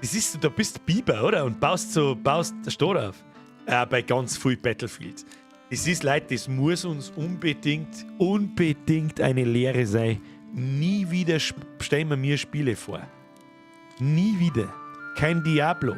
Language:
Bavarian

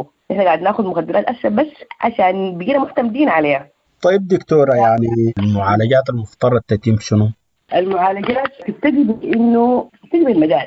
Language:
Sudanese Arabic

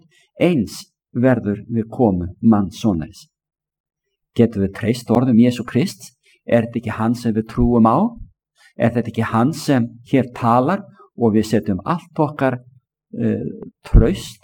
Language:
Icelandic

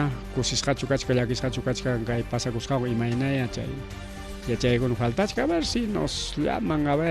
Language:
Ayacucho Quechua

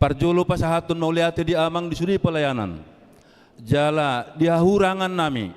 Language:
Batak Toba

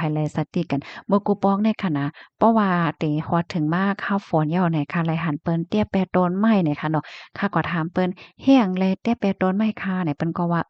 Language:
Shan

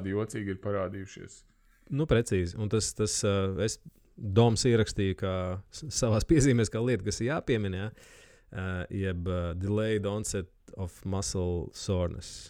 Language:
Latvian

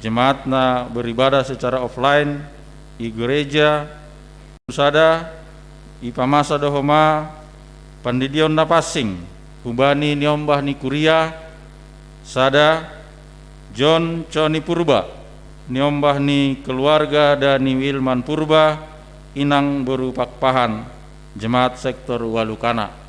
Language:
Batak Simalungun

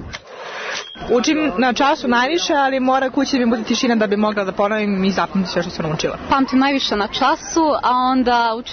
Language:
Serbian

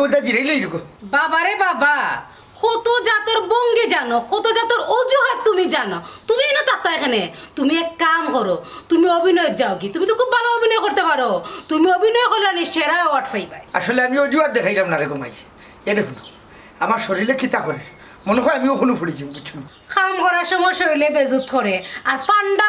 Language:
Sylheti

